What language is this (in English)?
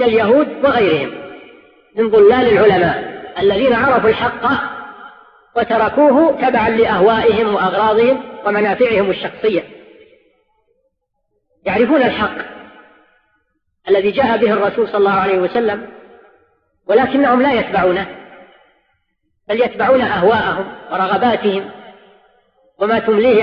Arabic